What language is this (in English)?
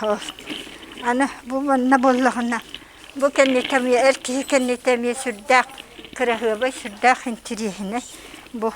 Yakut